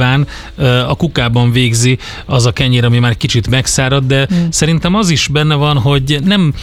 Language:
Hungarian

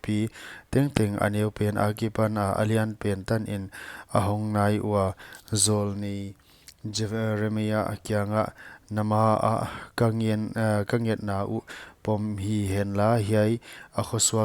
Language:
Paite Chin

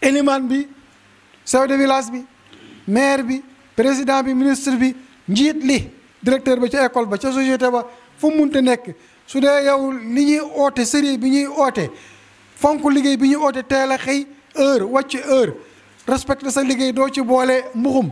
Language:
Wolof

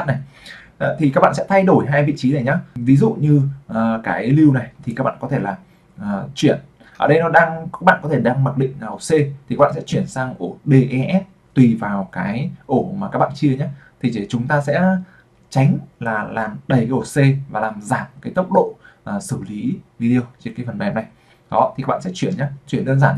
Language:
Vietnamese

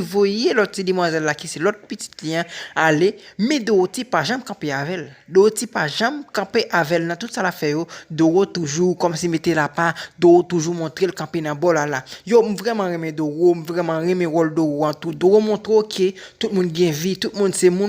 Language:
Haitian Creole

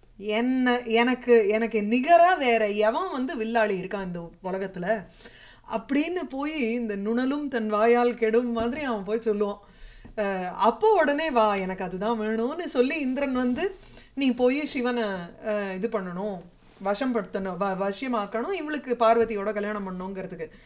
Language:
Tamil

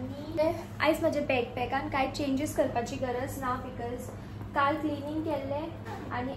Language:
Konkani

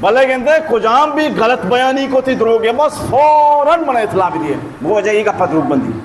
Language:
Baluchi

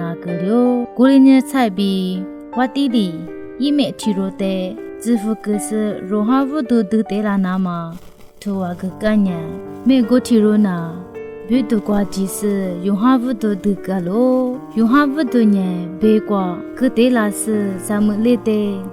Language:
Lisu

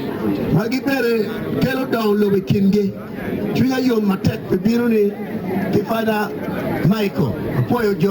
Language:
Acoli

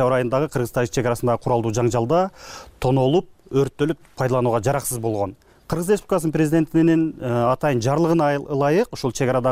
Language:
Kyrgyz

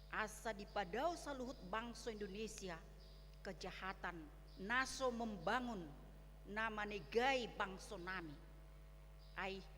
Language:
Batak Toba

